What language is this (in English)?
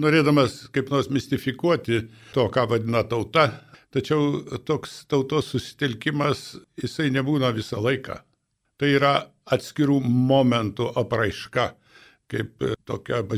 Lithuanian